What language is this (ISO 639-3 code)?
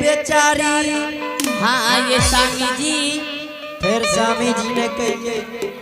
anp